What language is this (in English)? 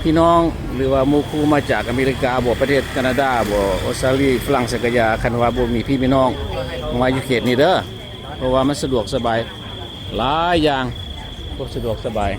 Lao